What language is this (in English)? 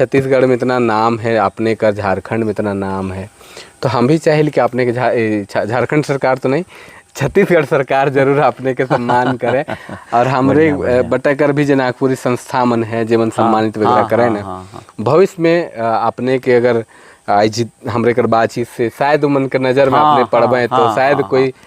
Sadri